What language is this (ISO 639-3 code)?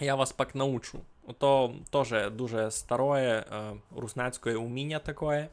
rue